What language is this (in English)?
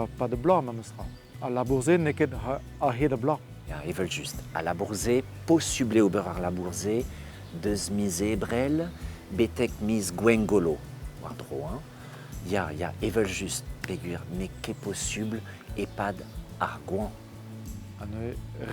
Breton